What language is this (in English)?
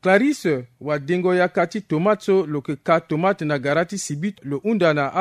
Sango